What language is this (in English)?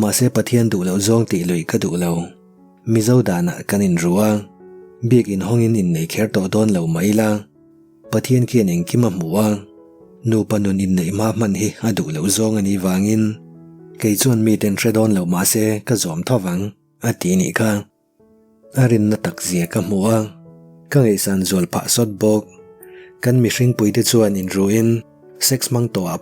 Mizo